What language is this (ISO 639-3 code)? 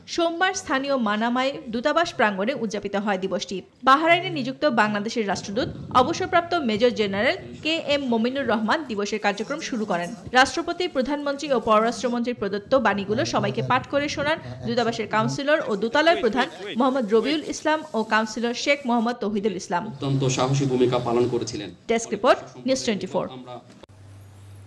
ben